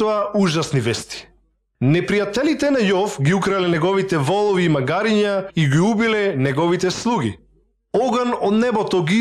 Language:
Macedonian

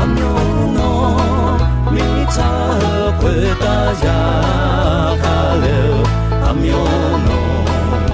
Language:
Akha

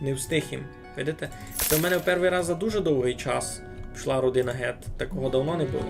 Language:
Rusyn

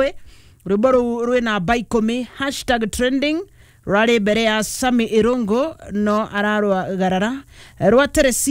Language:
Kikuyu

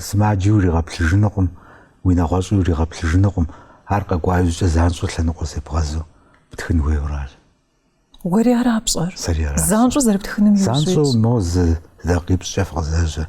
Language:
Kabardian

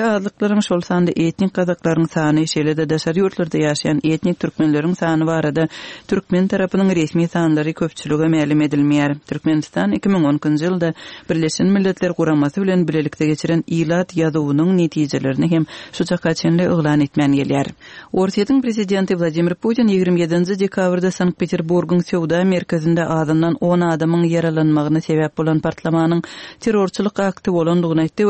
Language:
Turkmen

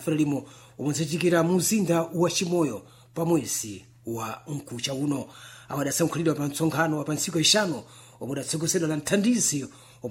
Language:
Sena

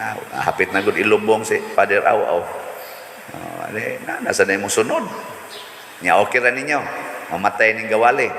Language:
Cebuano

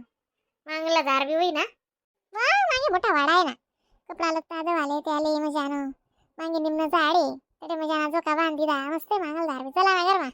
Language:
Khandesi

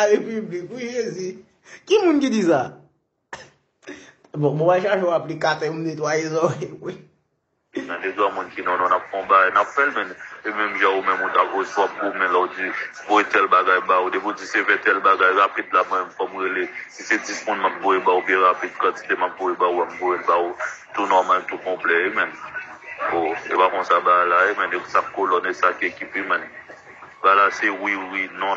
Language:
Haitian Creole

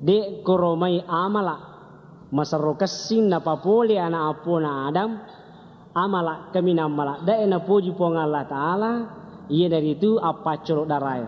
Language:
Buginese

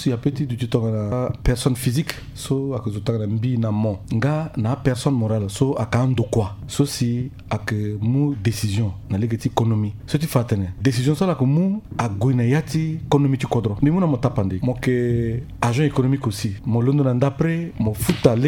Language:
Sango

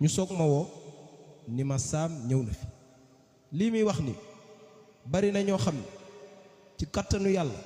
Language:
Wolof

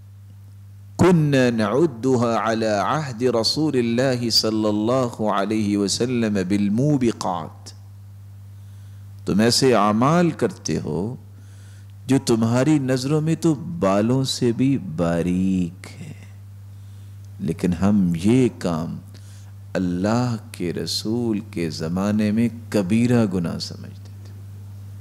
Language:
Urdu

